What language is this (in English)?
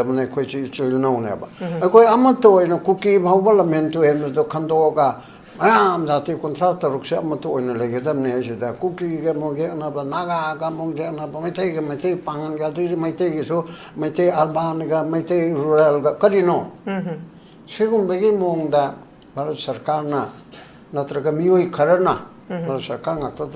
Manipuri